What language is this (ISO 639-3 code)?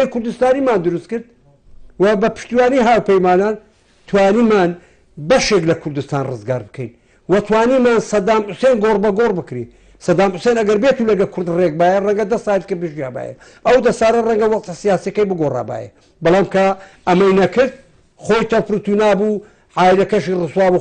ckb